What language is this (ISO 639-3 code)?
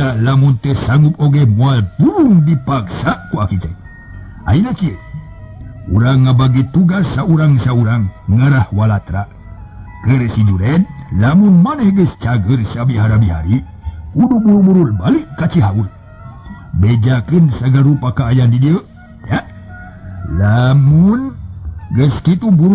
sun